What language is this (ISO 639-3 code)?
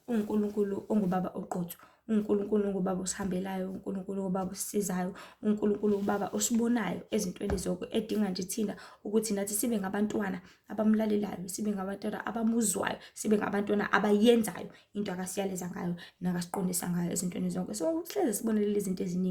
zul